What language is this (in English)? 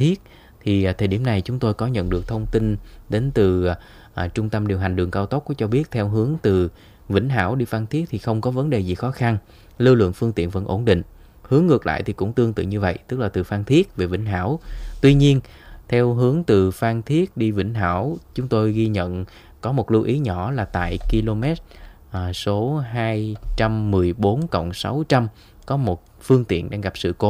Vietnamese